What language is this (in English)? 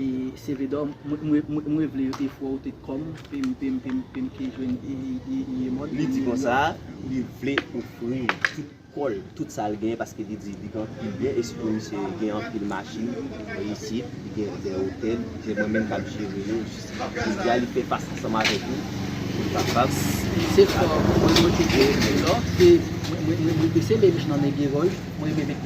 Haitian Creole